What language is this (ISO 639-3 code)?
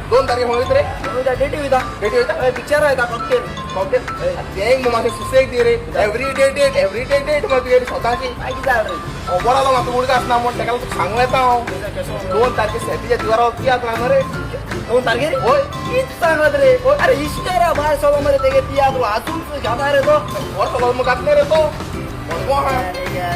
kok